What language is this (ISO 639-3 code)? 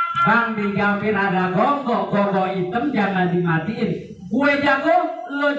bew